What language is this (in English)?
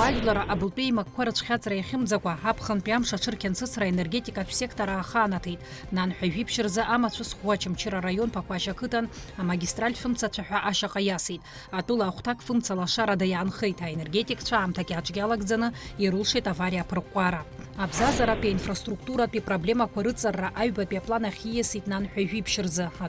Abkhazian